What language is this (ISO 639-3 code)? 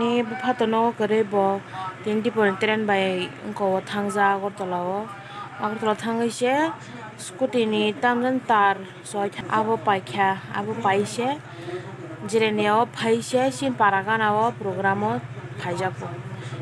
trp